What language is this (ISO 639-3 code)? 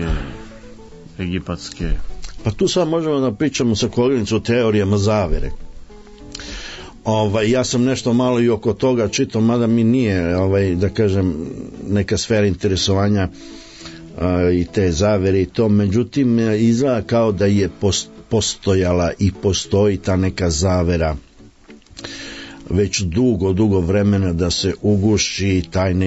srp